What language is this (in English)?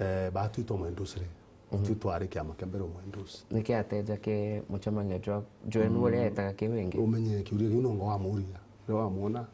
Meru